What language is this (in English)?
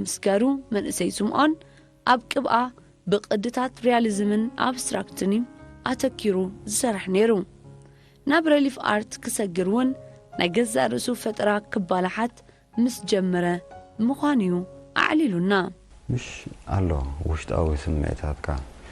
Tigrinya